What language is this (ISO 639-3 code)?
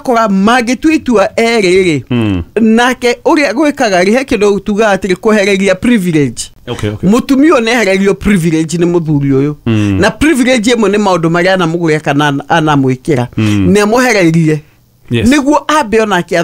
kik